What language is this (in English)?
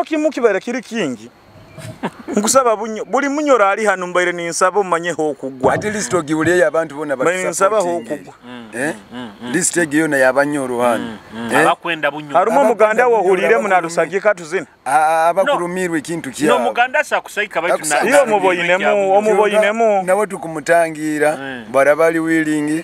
Nyoro